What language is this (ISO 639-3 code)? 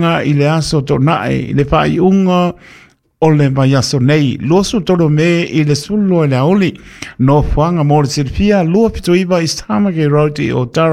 smo